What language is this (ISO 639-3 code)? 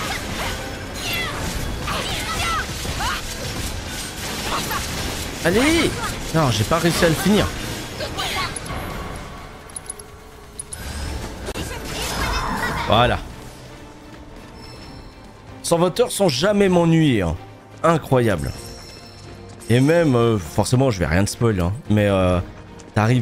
fra